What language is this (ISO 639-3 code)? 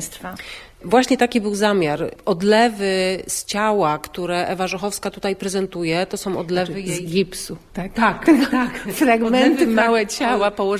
pol